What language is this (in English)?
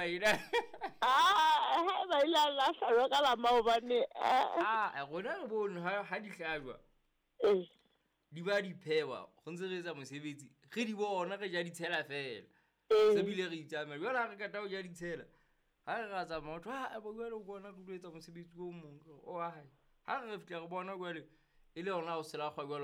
Southern Sotho